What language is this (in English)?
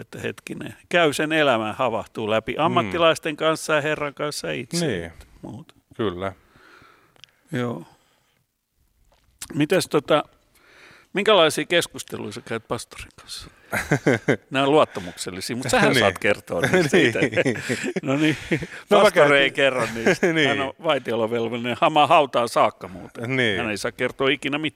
Finnish